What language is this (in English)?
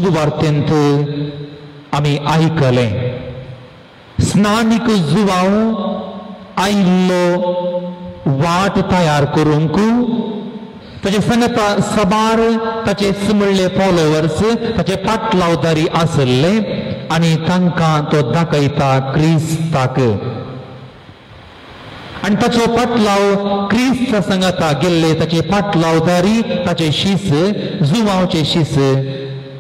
Konkani